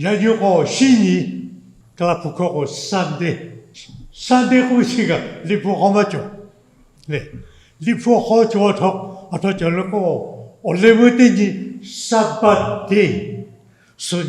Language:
Lahu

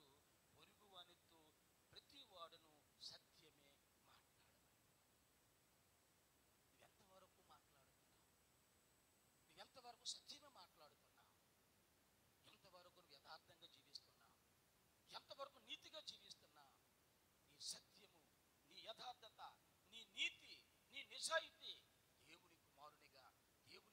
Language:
Telugu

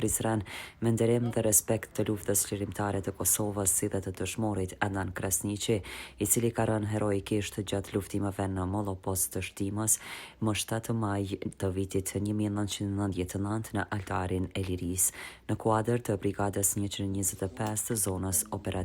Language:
Albanian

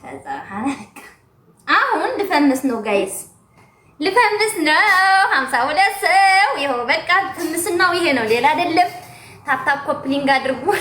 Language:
Amharic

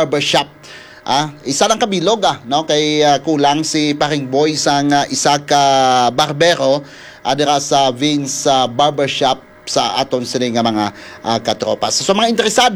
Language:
Hiligaynon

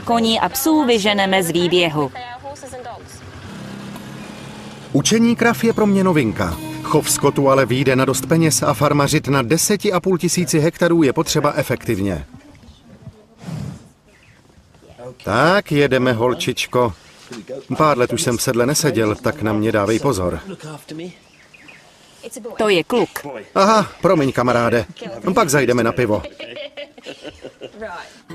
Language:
Czech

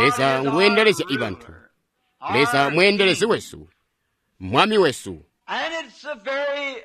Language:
Tonga (Zambia)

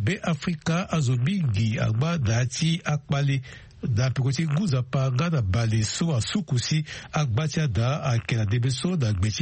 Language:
Sango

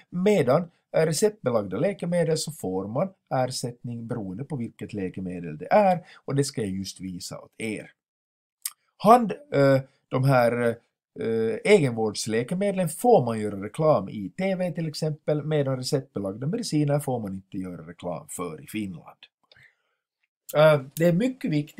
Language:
Swedish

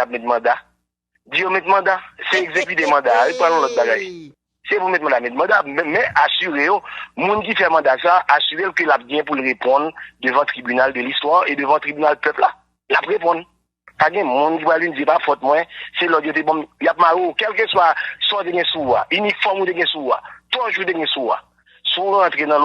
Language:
Haitian Creole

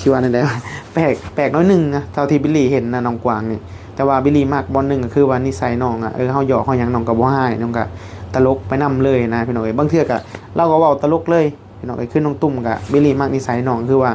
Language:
Northeastern Thai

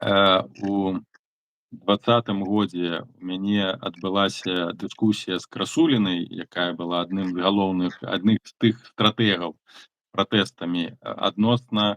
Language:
Belarusian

